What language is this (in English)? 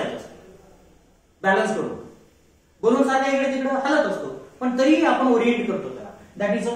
Marathi